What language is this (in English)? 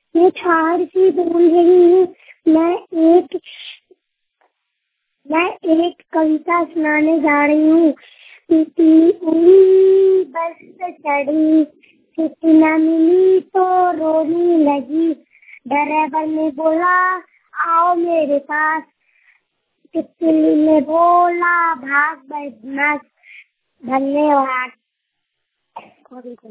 Hindi